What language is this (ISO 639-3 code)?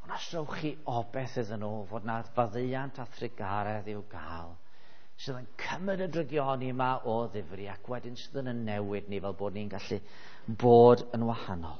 cym